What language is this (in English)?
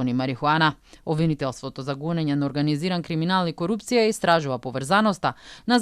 Macedonian